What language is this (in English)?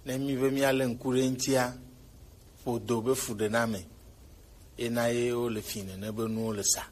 Gen